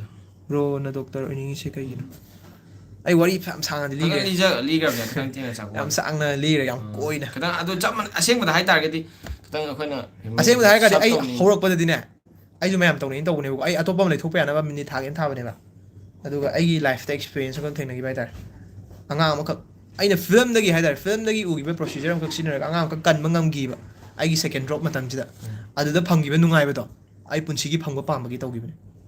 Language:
Manipuri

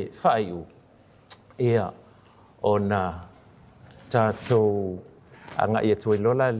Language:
Samoan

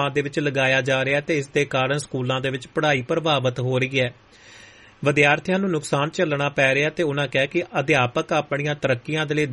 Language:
Punjabi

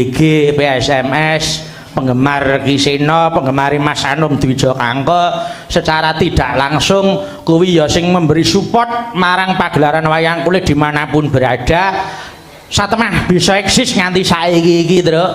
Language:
Javanese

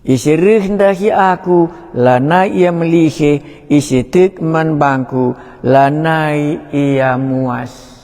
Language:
Batak Karo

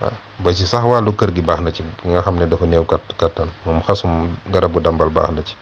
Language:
Wolof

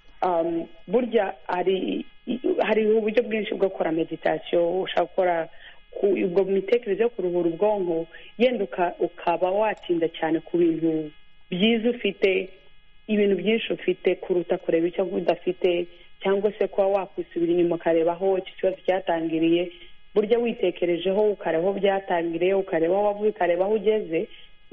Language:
Kinyarwanda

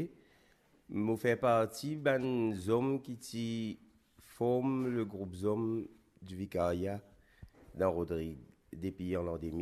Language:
Morisyen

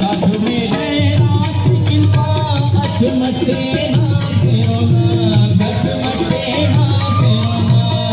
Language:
Brahui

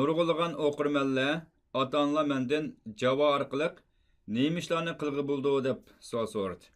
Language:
Uyghur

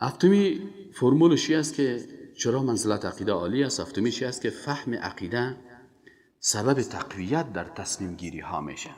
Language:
Persian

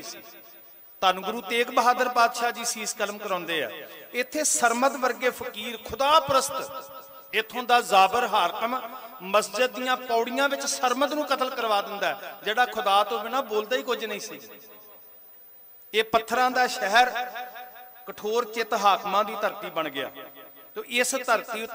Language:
Punjabi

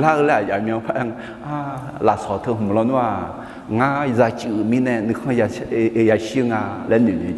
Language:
Akha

